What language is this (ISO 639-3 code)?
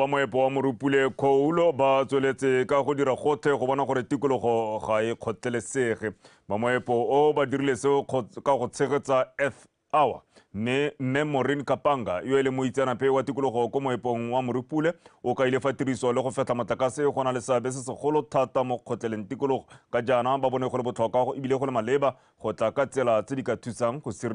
tsn